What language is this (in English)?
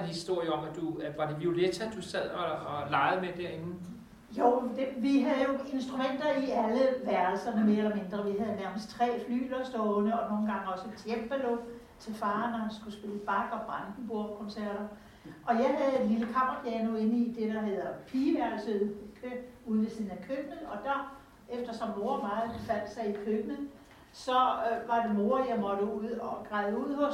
Danish